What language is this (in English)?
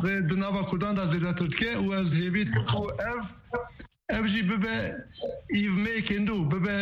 Kurdish